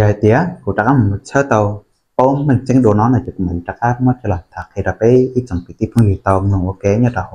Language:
Hmong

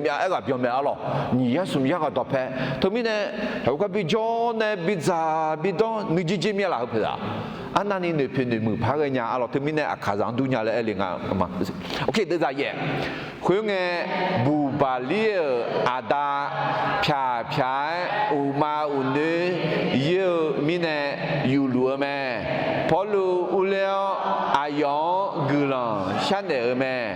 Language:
Akha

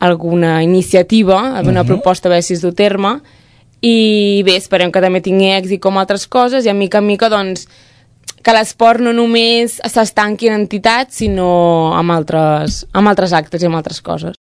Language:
Catalan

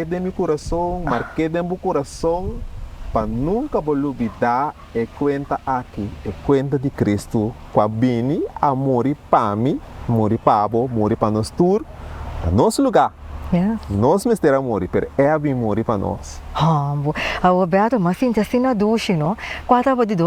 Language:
Papiamento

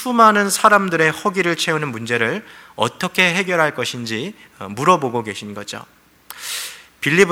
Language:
Korean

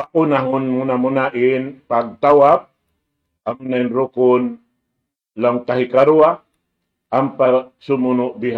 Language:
Tausug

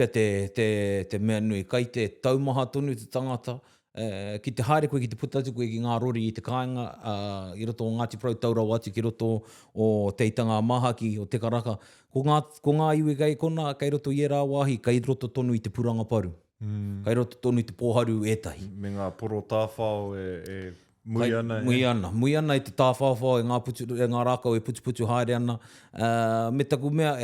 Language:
Māori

